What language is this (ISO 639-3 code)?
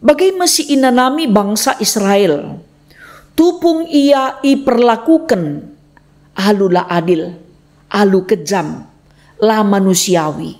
btx